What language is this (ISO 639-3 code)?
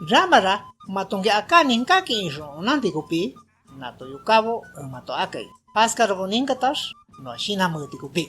shp